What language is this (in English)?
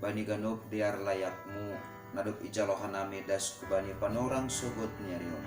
Batak Simalungun